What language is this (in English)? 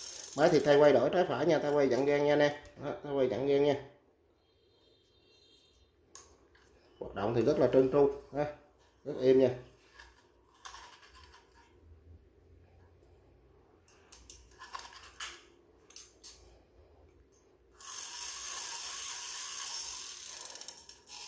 Vietnamese